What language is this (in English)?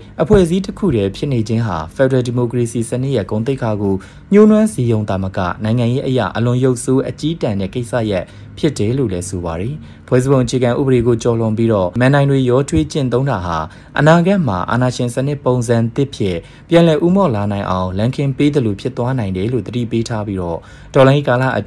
Burmese